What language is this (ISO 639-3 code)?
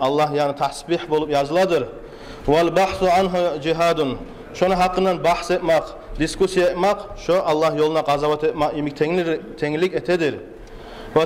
kum